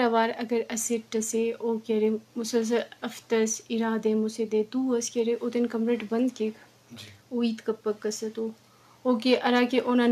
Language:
Baluchi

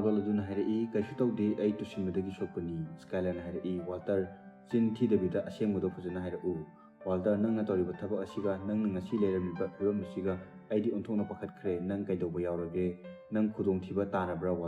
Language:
Manipuri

